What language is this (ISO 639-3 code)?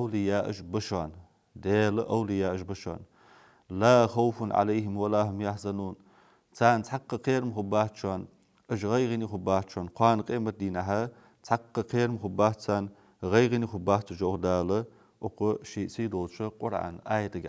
inh